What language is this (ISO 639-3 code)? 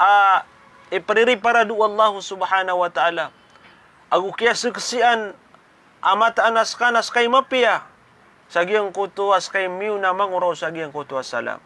mrw